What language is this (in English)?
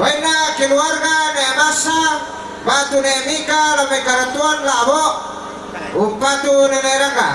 Toraja-Sa'dan